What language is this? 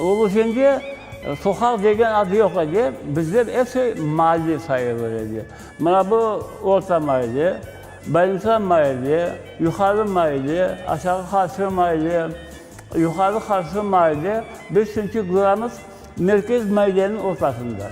Crimean Tatar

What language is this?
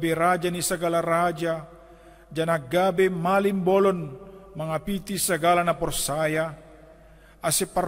Batak Simalungun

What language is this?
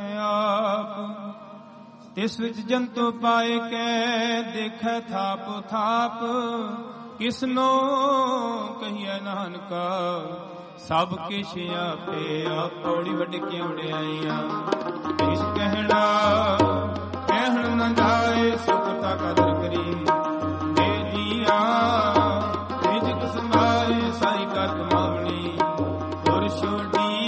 Punjabi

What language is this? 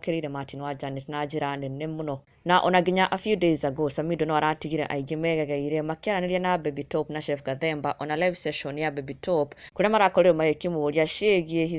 Kikuyu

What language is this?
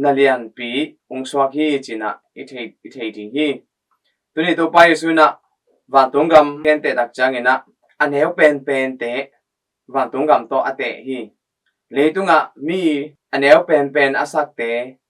Tedim Chin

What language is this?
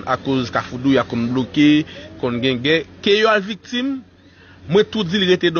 Haitian Creole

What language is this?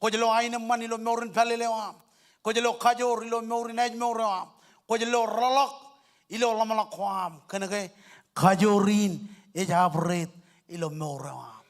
Marshallese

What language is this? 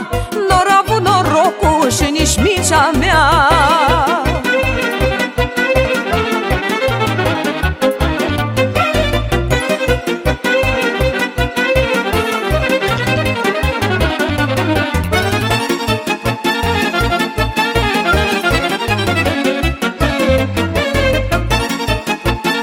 Romanian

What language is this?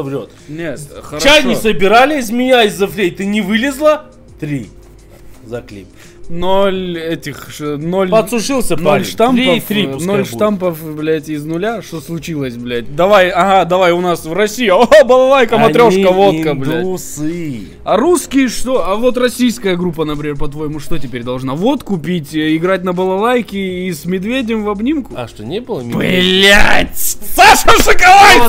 Russian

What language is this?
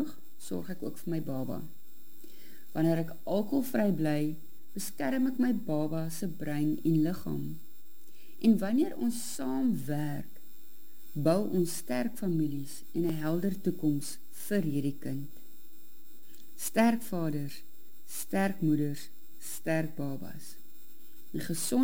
Afrikaans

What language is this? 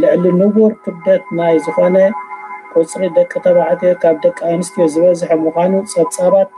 Tigrinya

